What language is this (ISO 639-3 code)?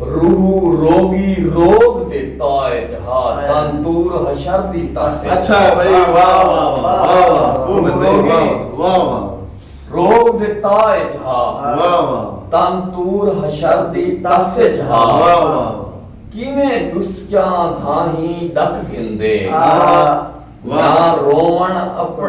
skr